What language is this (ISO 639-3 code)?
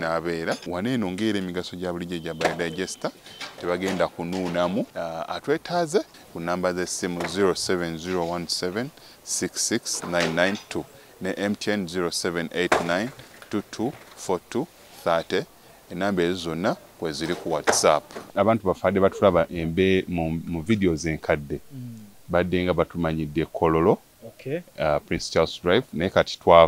lug